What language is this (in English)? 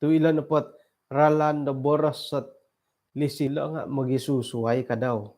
Central Dusun